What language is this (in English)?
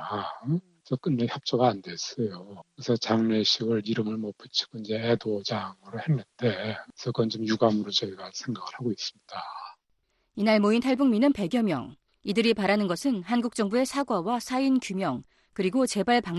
Korean